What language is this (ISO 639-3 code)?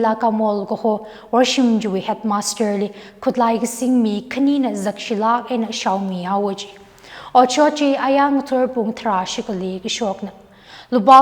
nmf